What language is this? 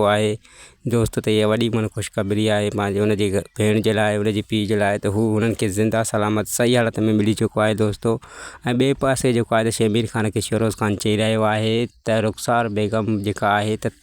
Sindhi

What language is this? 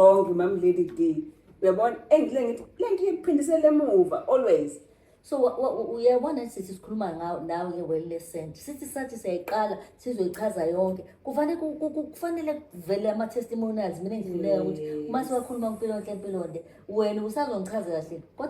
Zulu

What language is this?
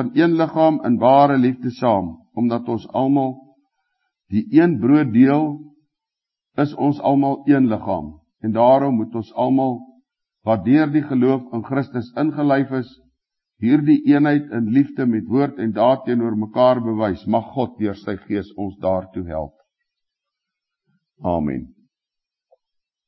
Afrikaans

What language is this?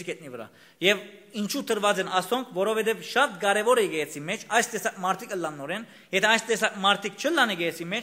Western Armenian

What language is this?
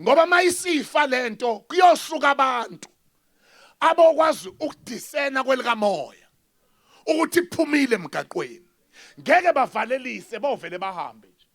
Zulu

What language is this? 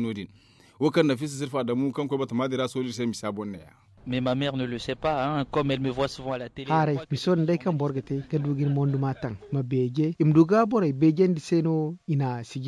Zarma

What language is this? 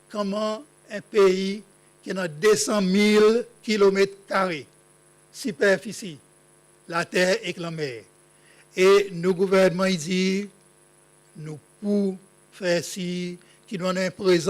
Seselwa Creole French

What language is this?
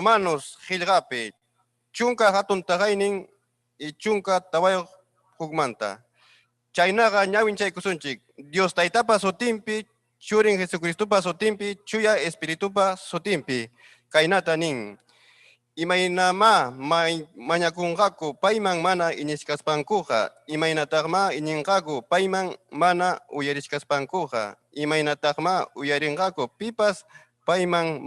Ayacucho Quechua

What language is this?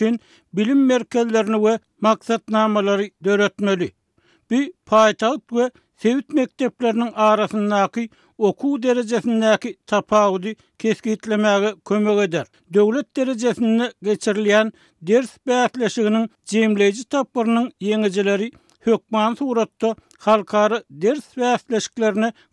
Turkmen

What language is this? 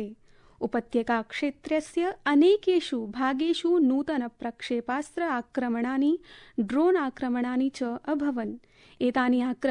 Sanskrit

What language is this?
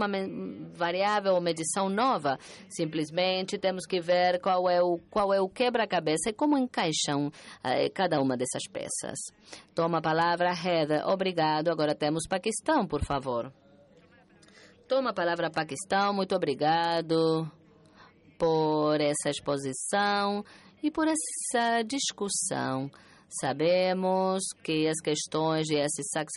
Portuguese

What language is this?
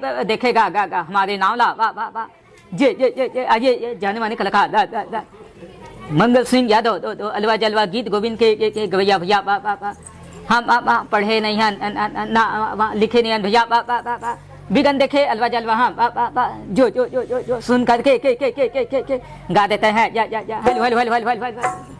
Chhattisgarhi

